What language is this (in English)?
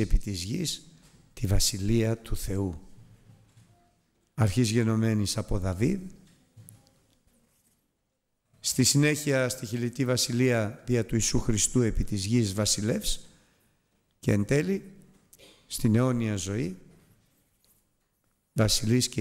Greek